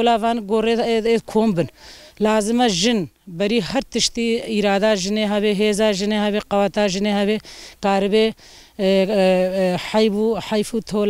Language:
Kurdish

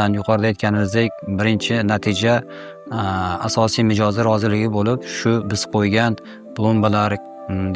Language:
Uzbek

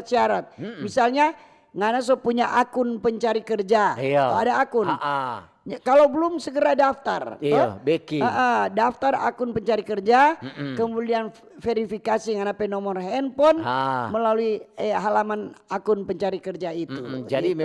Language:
Manado Malay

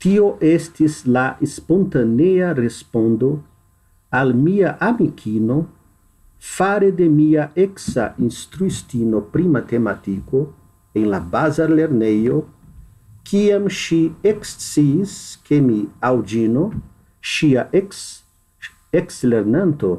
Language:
Esperanto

